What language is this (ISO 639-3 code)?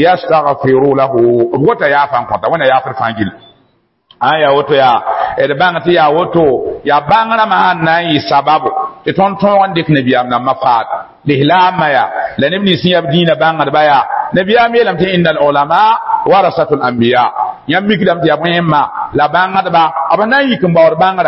mos